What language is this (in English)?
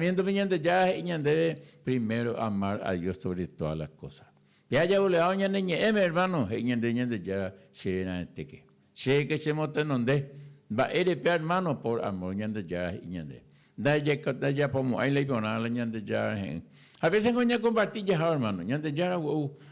Guarani